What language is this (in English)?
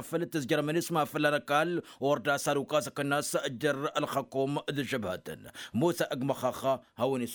Tamasheq